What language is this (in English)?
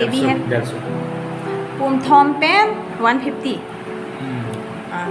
Karbi